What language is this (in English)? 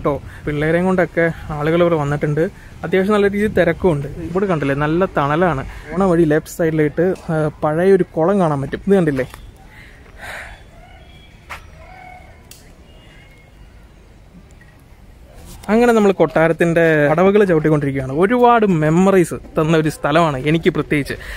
Malayalam